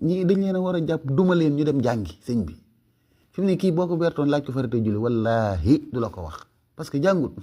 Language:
Wolof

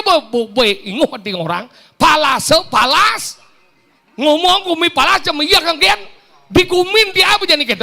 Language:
Balinese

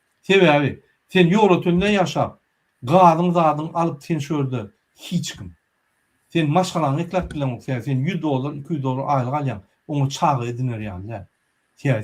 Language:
Turkmen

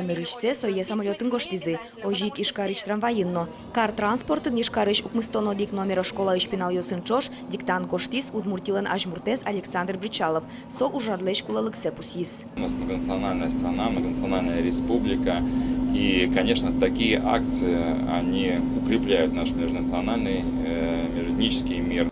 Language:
Udmurt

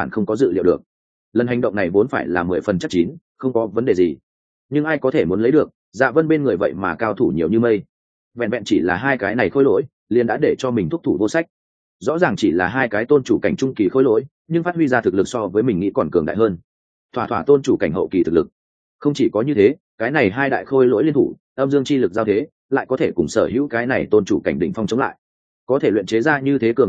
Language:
Vietnamese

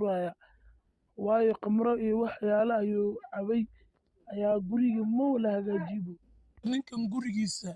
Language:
Somali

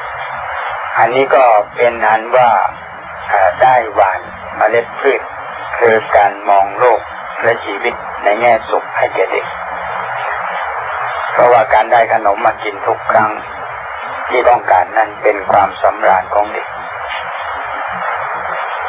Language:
Thai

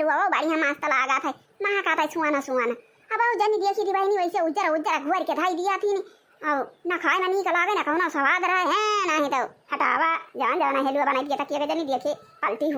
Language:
Awadhi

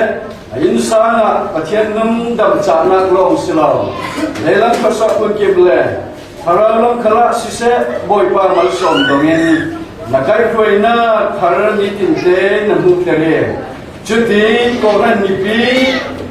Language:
Falam Chin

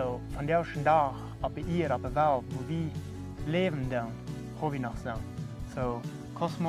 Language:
Plautdietsch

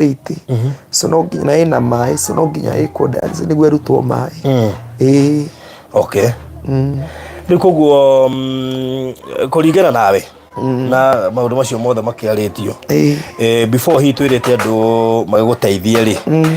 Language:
Kikuyu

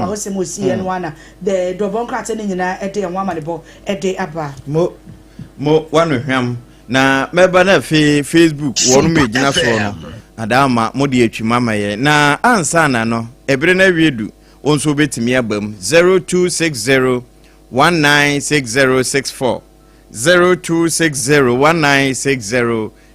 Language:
Akan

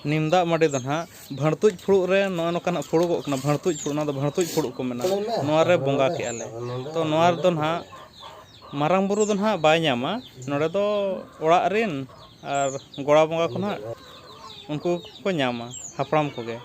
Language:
Santali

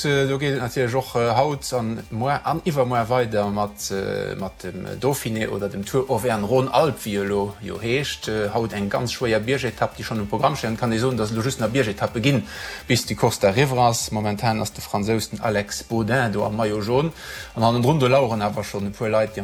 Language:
Luxembourgish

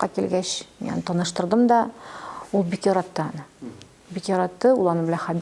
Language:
Tatar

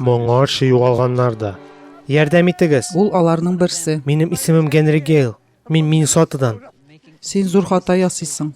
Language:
Tatar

